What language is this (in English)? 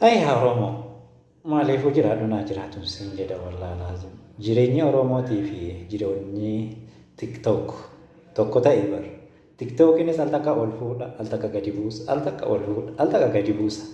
Oromo